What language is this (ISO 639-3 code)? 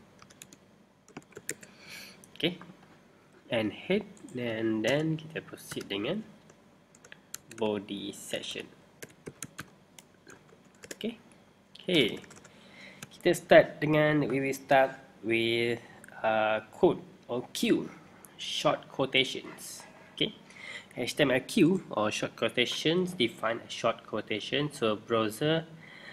msa